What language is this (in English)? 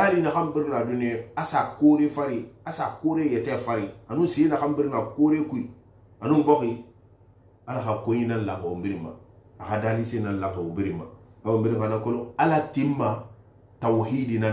Susu